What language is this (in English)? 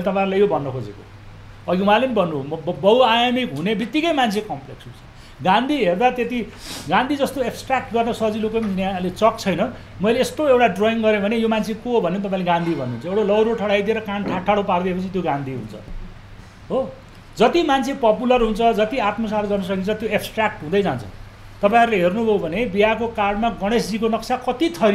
Nepali